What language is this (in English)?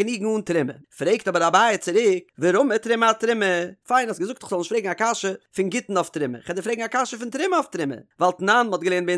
Yiddish